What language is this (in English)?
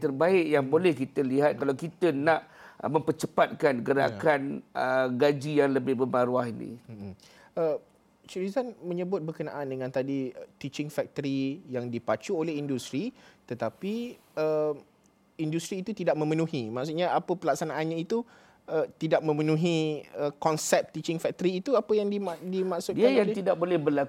Malay